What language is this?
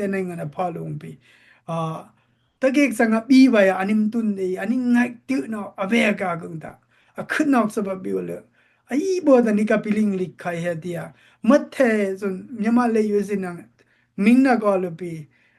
Dimasa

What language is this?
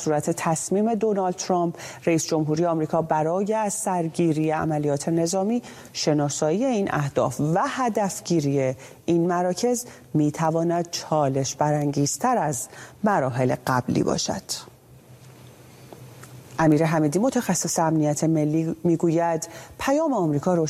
Persian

